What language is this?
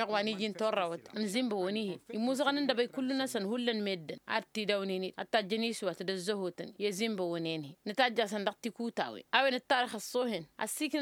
Tamasheq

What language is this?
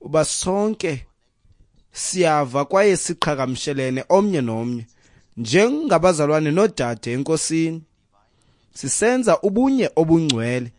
Xhosa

